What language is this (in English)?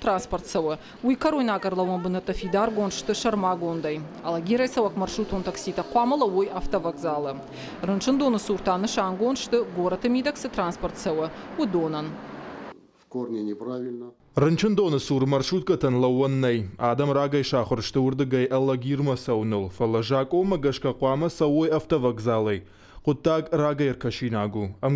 Ossetic